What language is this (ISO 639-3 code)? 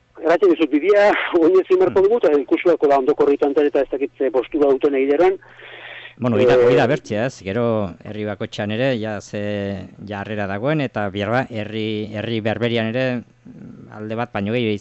eus